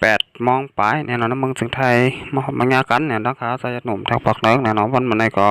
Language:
Shan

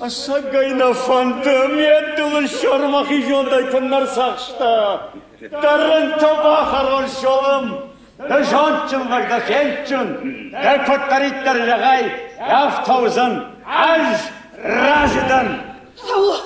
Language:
Ossetic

